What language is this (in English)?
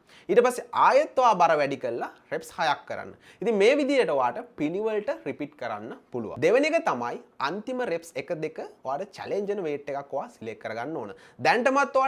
Sinhala